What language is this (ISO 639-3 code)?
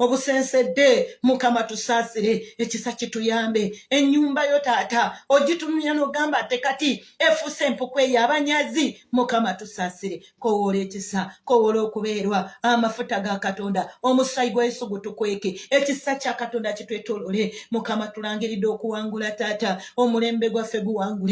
lug